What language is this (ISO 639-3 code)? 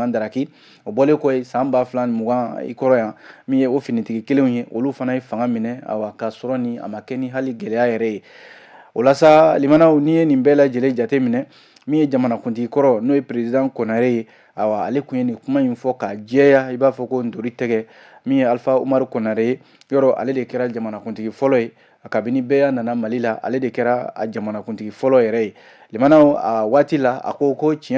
bam